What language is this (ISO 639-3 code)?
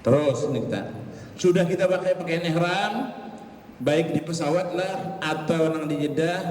bjn